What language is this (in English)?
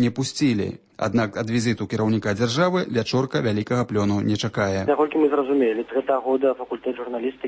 Belarusian